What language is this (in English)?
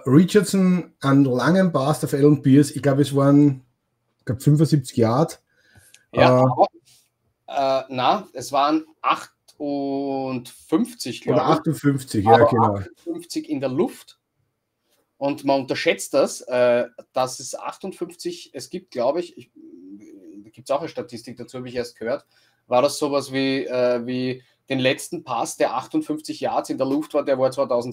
German